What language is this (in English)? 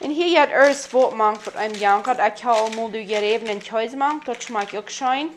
Plautdietsch